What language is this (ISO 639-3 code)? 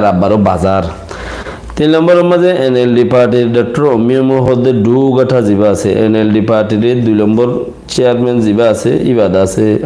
rhg